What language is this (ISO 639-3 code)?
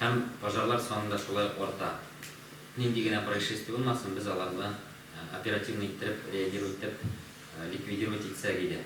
tat